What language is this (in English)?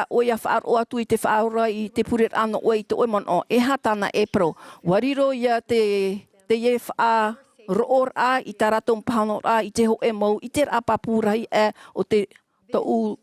Tahitian